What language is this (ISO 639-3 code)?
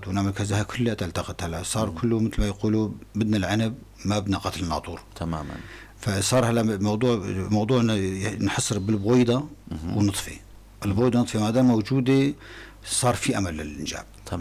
apc